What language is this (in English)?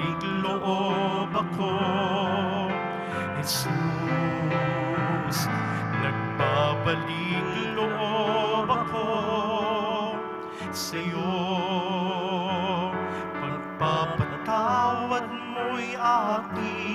Filipino